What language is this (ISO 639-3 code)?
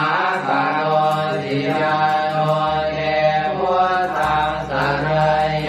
pli